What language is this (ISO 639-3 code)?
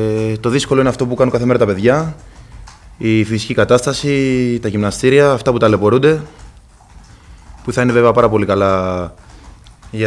ell